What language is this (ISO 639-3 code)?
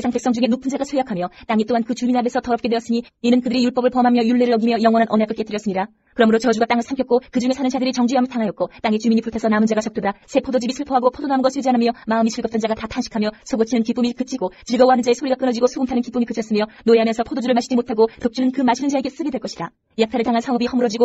kor